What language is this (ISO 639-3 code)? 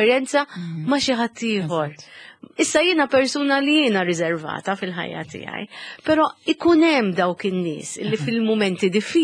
mlt